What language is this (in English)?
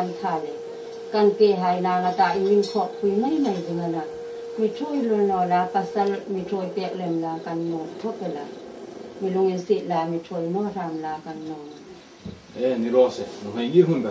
Hmar